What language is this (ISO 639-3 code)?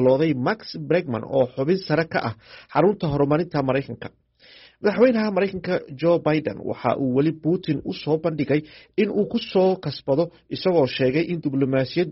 som